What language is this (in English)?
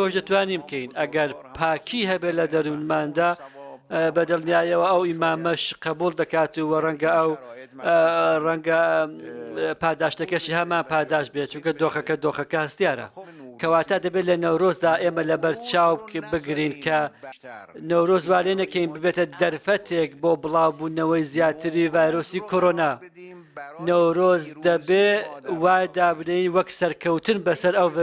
Central Kurdish